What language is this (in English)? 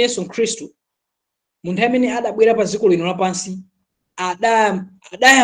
Nyanja